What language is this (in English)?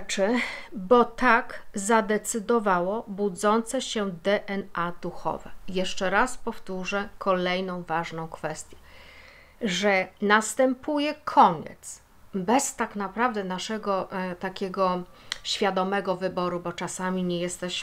Polish